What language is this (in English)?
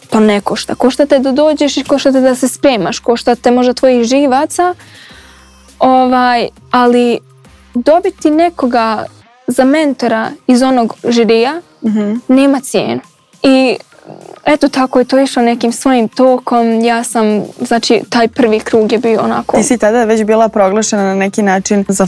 Croatian